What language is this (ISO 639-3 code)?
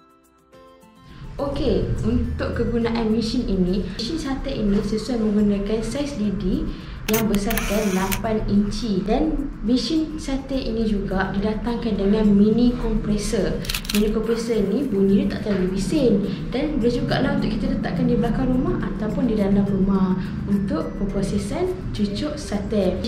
msa